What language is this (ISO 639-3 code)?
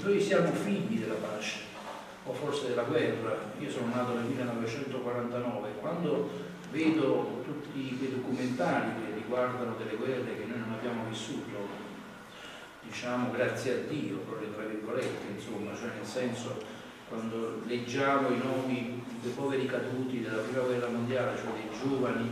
ita